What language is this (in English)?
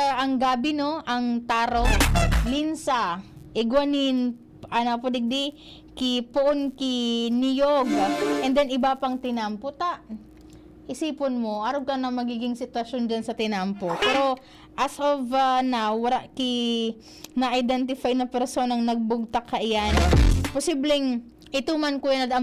Bikol